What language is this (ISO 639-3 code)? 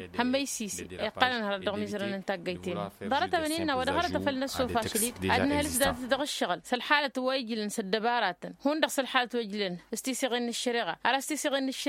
taq